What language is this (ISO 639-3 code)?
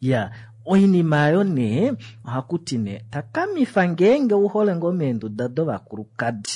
kua